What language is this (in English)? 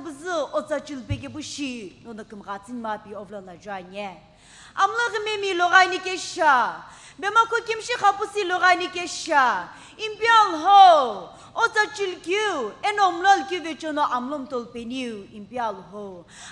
Sumi Naga